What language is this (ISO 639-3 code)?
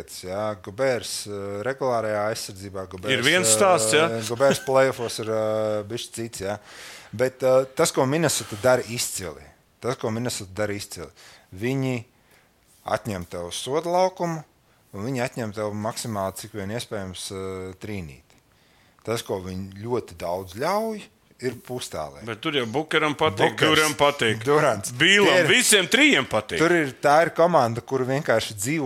lav